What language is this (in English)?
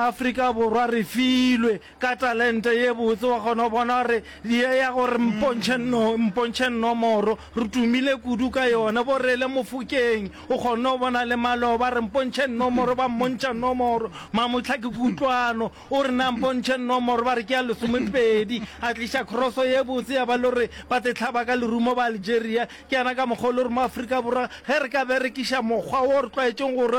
Northern Sotho